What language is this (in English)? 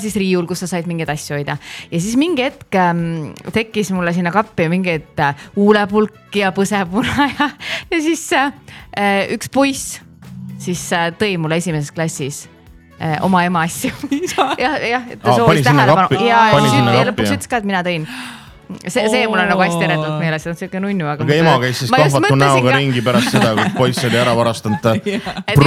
Estonian